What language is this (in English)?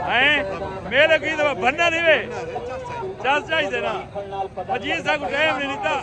Saraiki